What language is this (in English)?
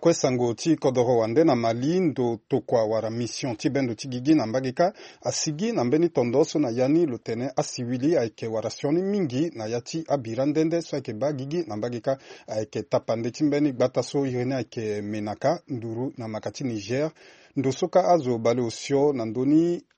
Sango